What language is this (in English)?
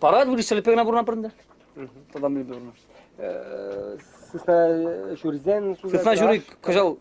Chuvash